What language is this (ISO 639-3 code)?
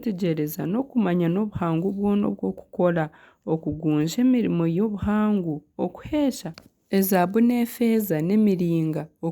nyn